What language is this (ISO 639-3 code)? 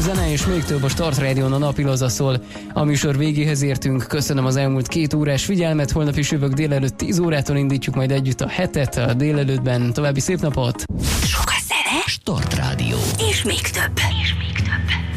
hun